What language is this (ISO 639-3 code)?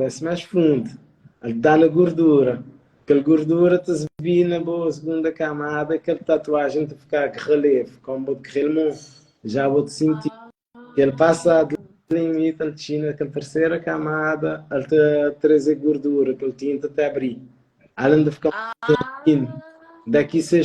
kea